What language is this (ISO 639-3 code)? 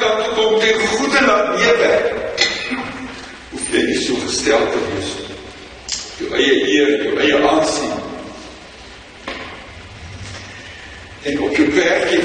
afr